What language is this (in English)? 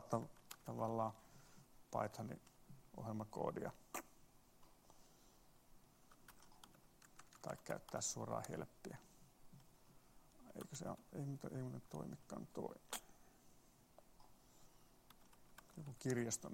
Finnish